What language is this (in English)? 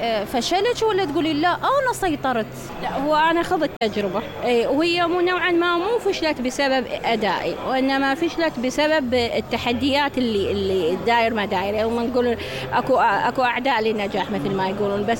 Mesopotamian Arabic